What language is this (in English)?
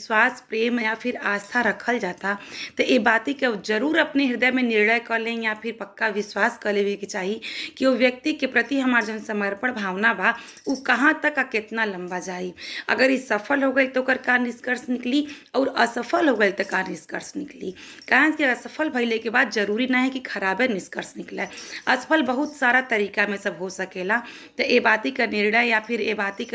Bhojpuri